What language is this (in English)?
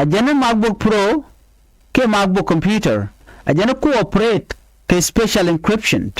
Nuer